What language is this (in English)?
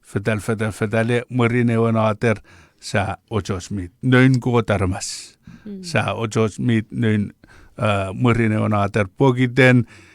Chuukese